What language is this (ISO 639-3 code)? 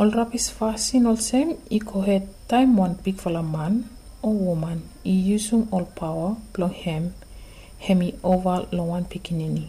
bis